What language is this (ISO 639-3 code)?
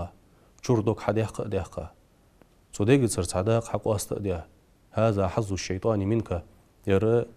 inh